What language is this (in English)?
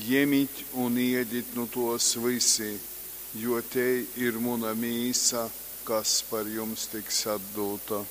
Latgalian